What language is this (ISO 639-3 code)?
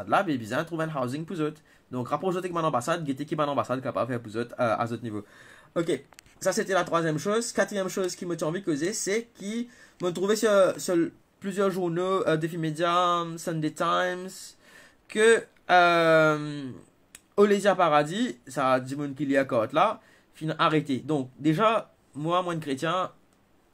mfe